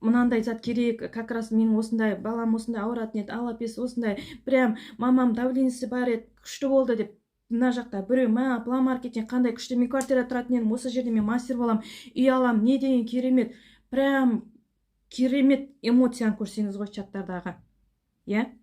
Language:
Kazakh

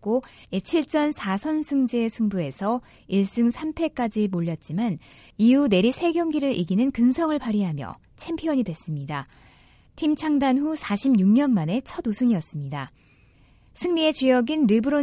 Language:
Korean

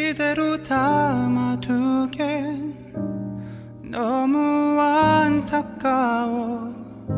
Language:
Korean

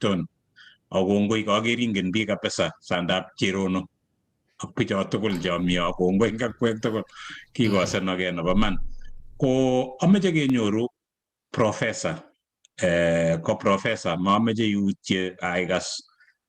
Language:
Kalenjin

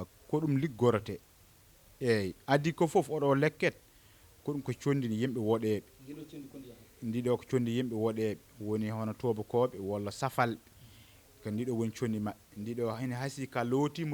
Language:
Fula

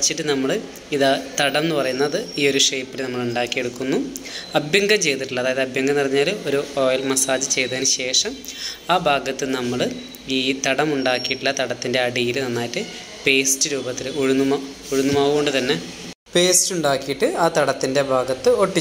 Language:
Malayalam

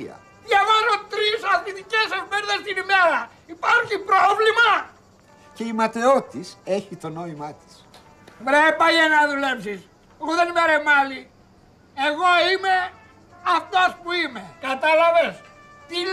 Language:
Greek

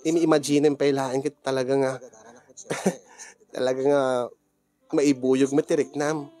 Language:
Iloko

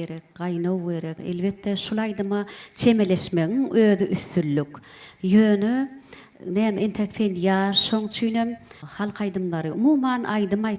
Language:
Turkmen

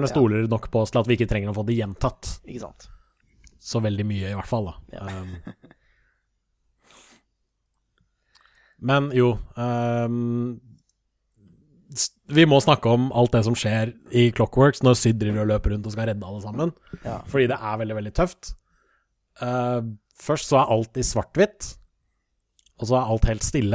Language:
Norwegian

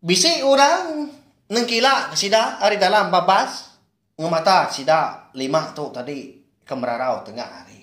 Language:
Iban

